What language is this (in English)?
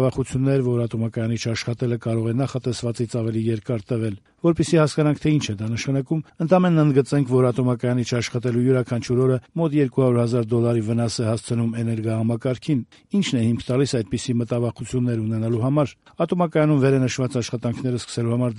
Armenian